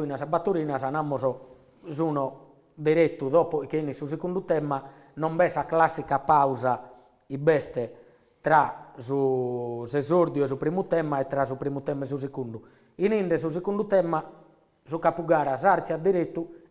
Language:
Sardinian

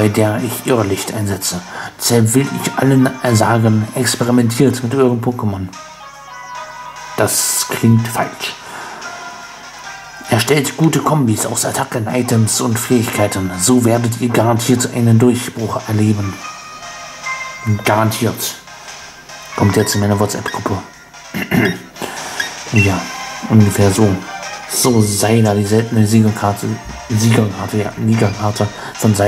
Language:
German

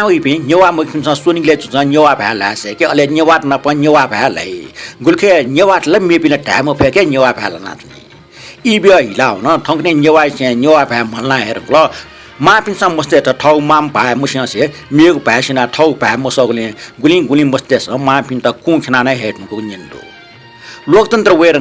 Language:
Newari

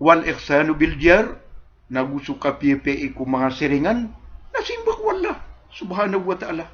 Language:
Maranao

